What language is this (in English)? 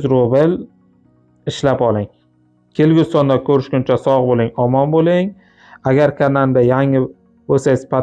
Uzbek